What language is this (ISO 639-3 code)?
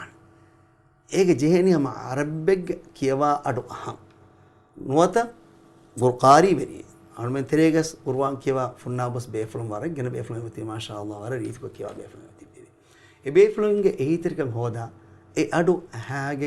div